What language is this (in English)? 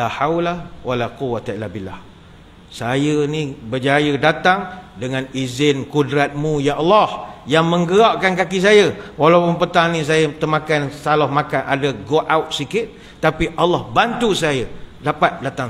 Malay